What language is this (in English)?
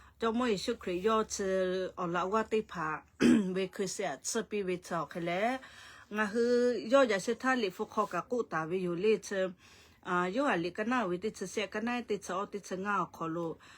Lahu